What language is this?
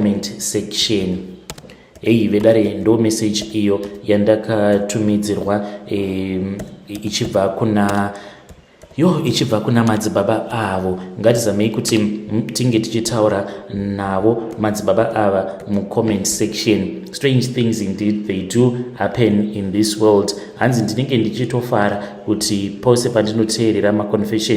Shona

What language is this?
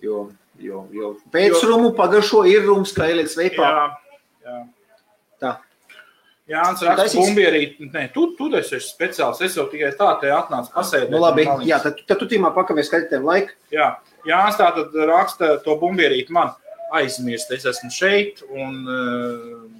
Latvian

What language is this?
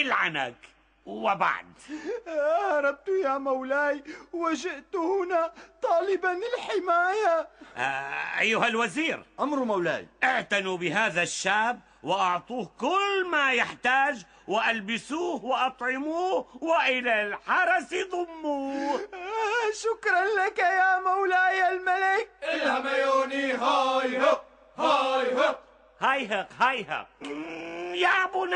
Arabic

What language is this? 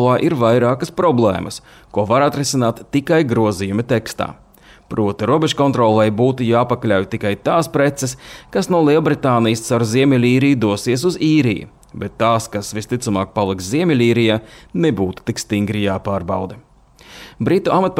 Latvian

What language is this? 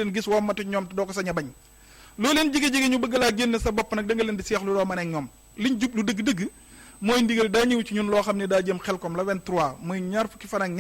Wolof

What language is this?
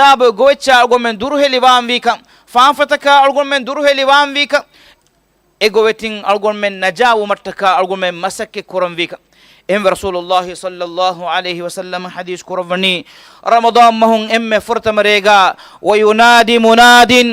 Divehi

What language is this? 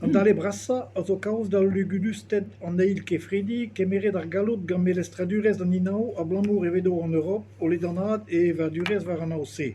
Breton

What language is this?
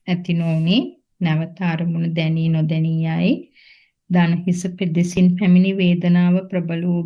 Sinhala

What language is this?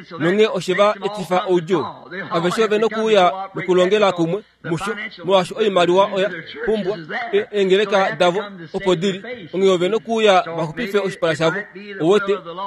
Kuanyama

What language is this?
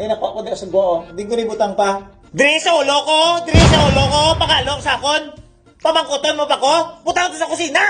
Hiligaynon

